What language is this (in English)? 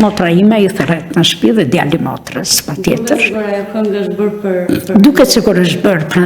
Albanian